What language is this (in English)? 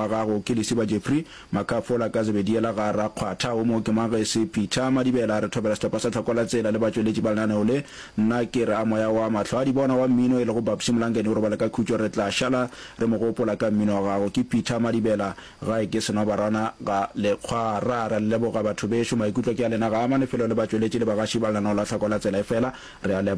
Northern Sotho